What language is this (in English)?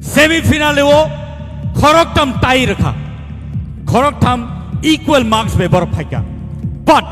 Kok Borok